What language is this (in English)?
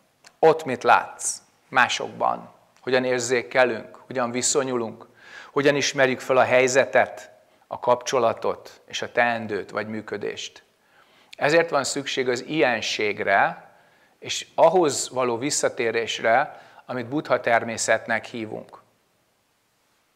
Hungarian